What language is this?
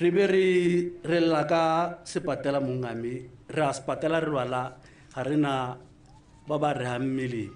Tswana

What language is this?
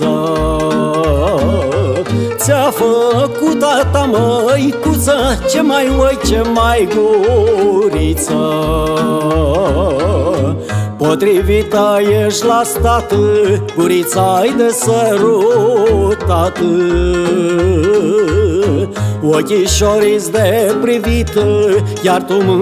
Romanian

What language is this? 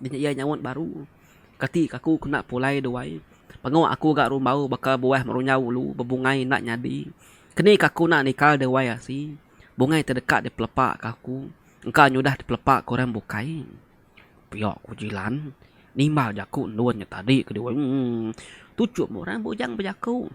Iban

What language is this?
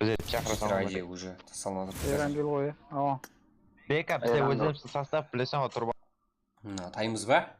Kara-Kalpak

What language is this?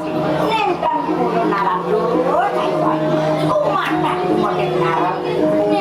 Balinese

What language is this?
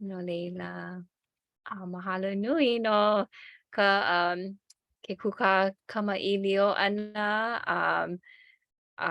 Hawaiian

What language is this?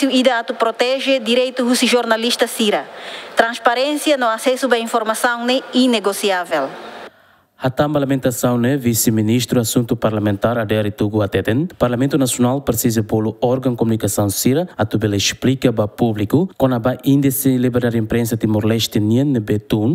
Tetum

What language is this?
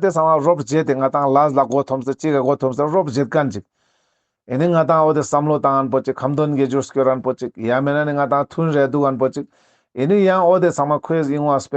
Ladakhi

